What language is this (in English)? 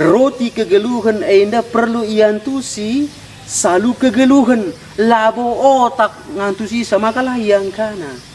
Batak Karo